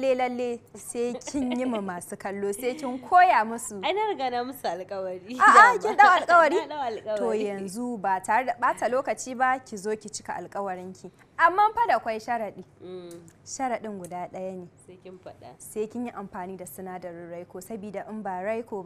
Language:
Hausa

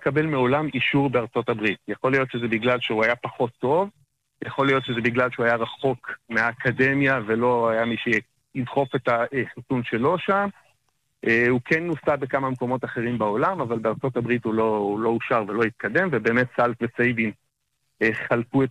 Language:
Hebrew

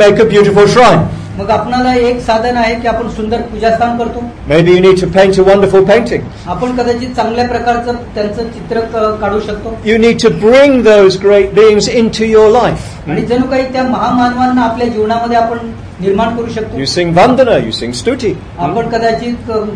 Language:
Marathi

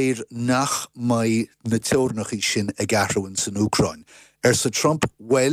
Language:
Irish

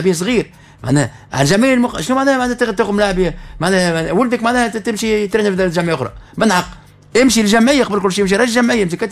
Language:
Tunisian Arabic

